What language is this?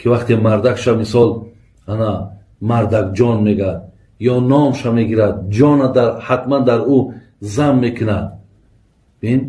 Tajik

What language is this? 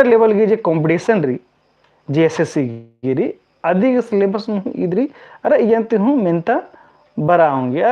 Kurukh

